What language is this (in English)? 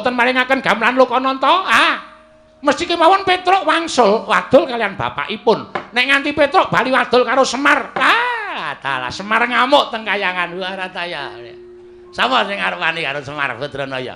Javanese